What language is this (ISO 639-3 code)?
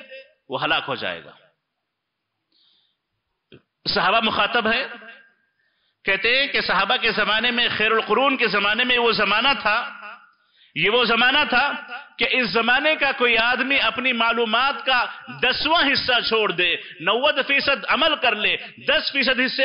urd